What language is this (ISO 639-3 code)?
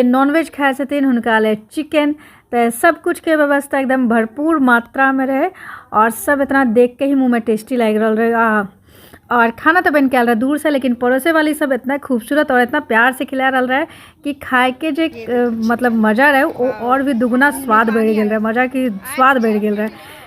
mai